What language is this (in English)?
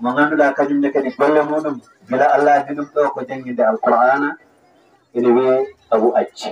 Fula